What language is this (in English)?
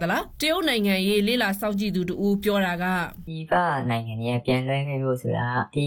Burmese